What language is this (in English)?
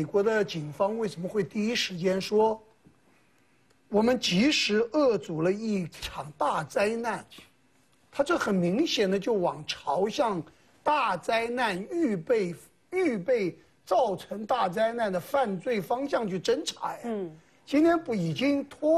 Chinese